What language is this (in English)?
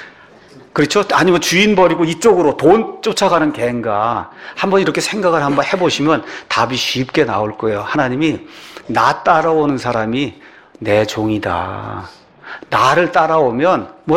Korean